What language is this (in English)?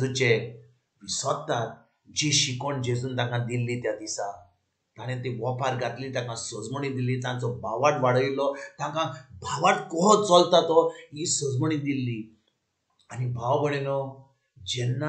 Konkani